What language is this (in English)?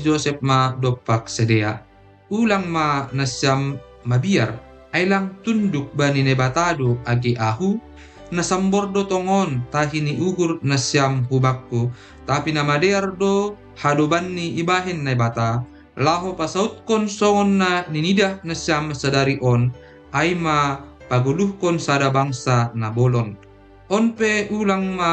Batak Simalungun